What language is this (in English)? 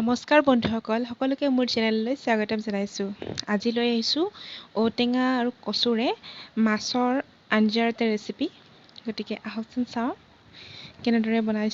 Assamese